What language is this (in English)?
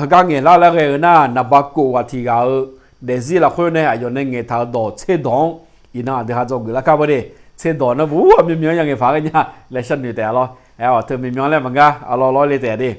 Akha